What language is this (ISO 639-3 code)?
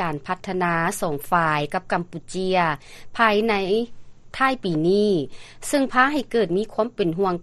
lao